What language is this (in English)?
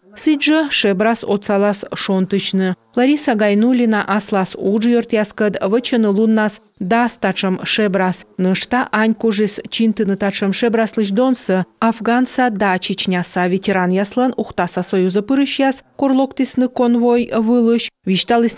Komi